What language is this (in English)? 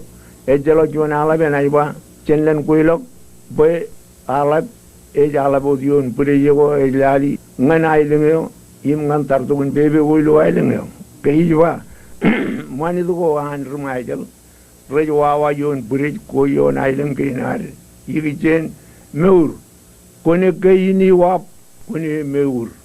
Marshallese